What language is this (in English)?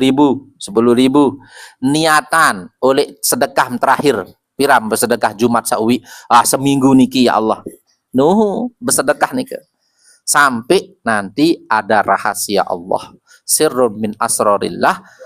Sasak